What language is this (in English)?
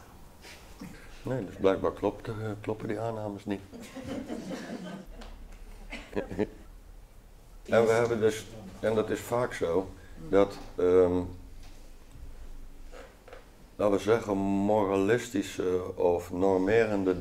Dutch